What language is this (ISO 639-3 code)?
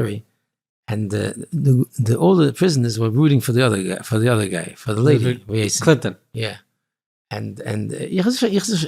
yid